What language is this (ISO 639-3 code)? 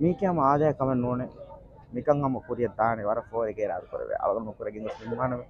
div